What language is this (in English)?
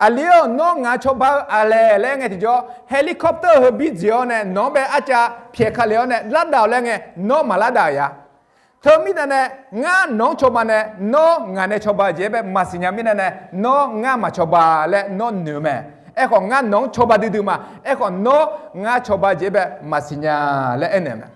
Akha